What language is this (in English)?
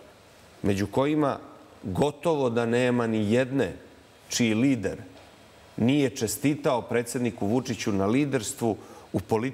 Serbian